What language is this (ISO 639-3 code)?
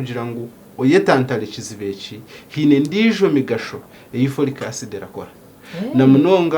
nyn